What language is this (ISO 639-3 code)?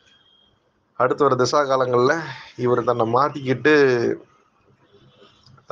tam